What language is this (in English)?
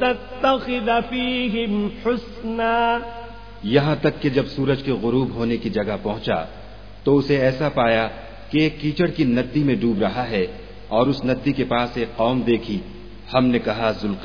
Urdu